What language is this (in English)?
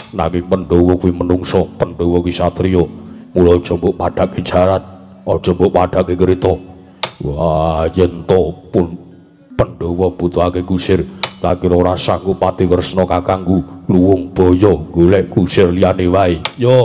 Javanese